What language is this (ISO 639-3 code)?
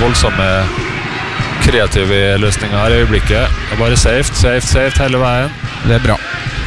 nor